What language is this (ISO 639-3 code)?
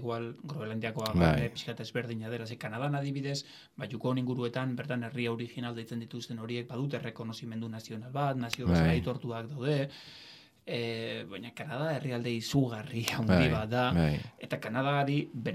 eus